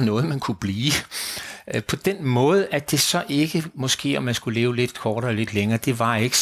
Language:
Danish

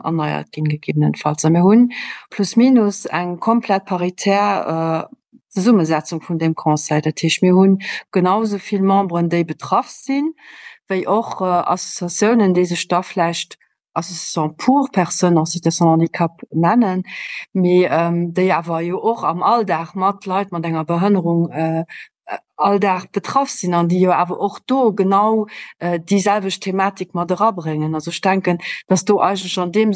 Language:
Luxembourgish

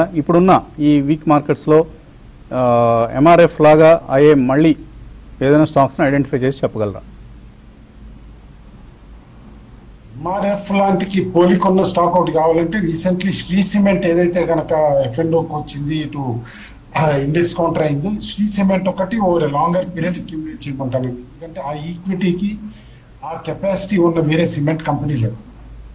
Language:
Telugu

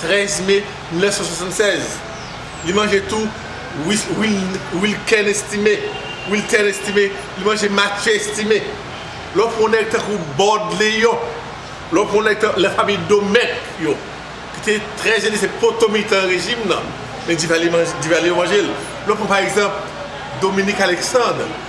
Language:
Haitian Creole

